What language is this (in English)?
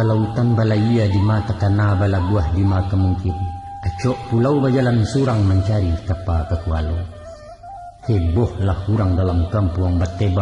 Minangkabau